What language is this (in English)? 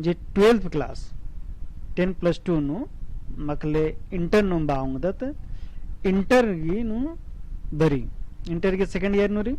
Kurukh